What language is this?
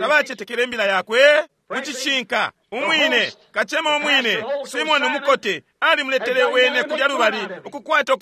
Bemba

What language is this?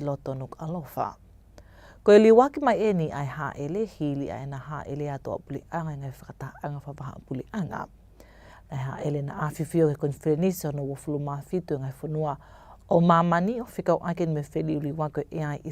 Tongan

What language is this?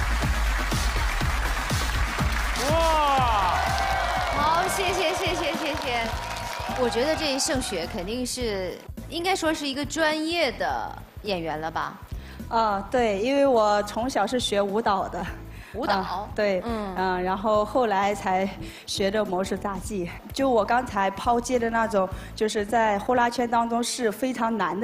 Chinese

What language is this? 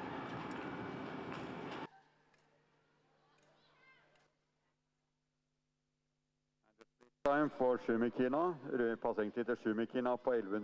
Norwegian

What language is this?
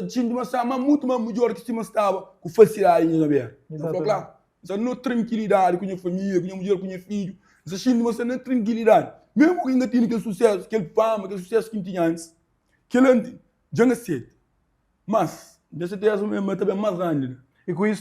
Kabuverdianu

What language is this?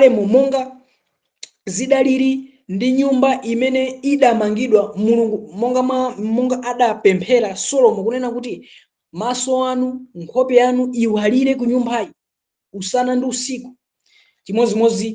Nyanja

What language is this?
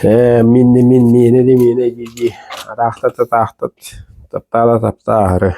Yakut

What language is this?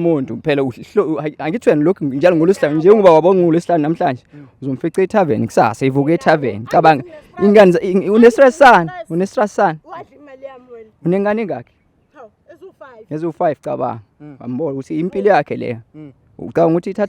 Zulu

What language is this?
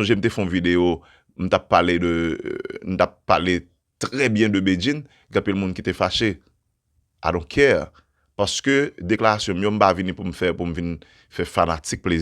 Haitian Creole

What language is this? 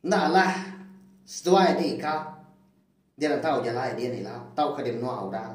Iban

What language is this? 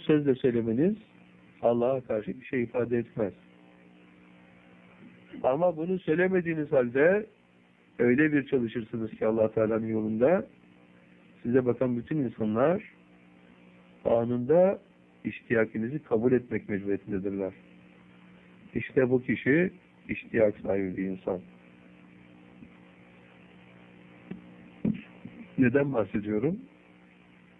Turkish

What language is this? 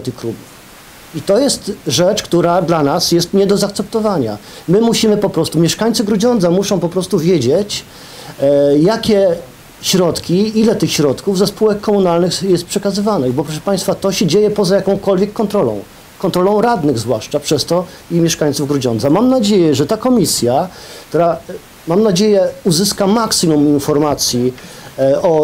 Polish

